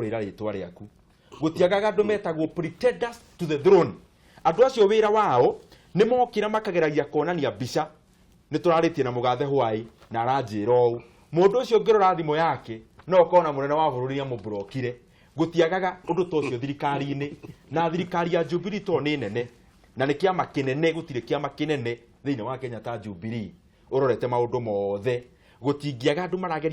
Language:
Kikuyu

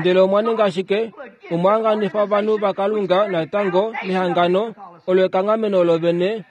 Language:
Kuanyama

